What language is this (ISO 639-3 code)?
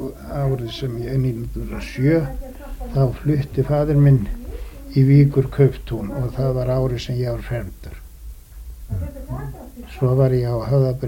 isl